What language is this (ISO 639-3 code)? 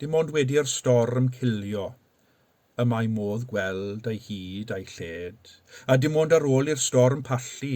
cym